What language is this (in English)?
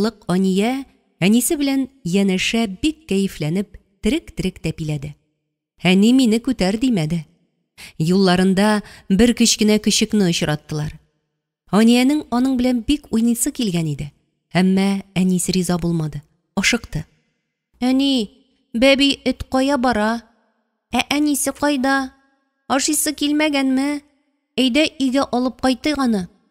Tatar